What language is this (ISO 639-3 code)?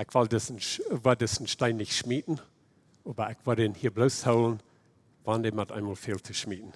pdt